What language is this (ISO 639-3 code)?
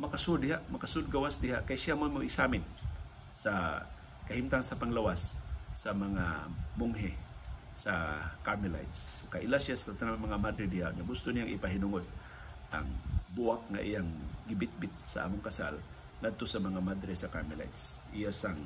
ceb